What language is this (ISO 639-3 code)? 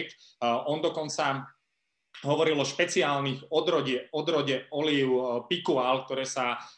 slk